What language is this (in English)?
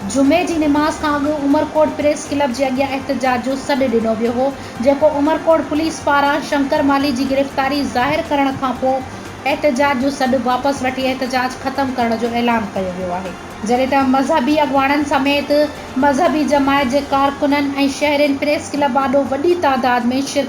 Sindhi